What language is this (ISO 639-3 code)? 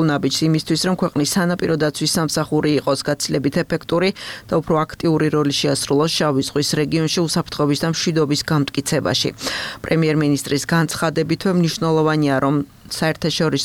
kat